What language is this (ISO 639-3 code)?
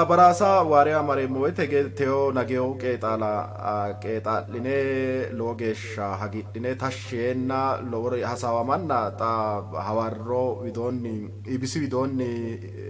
sid